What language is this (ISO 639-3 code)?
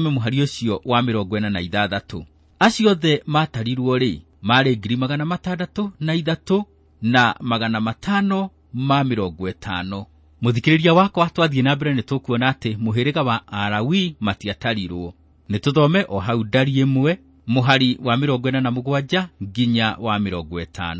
kik